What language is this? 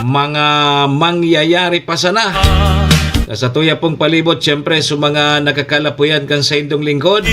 Bikol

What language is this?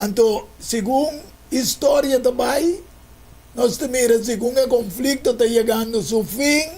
Papiamento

